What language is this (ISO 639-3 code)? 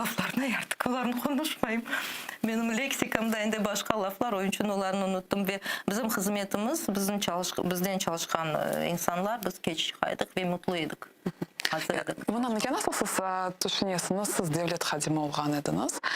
crh